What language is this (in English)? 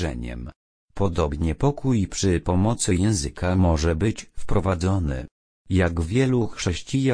Polish